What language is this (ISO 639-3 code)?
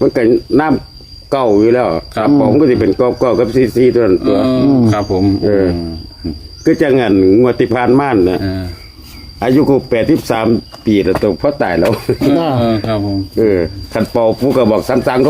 tts